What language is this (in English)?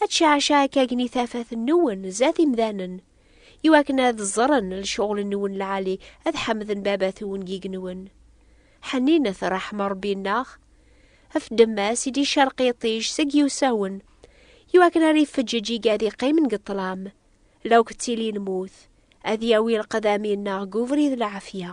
Kabyle